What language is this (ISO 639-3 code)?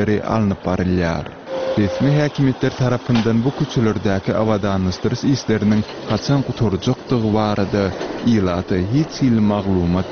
tuk